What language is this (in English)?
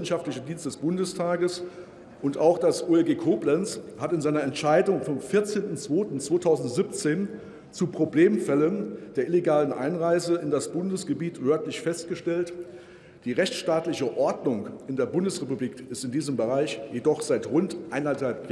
German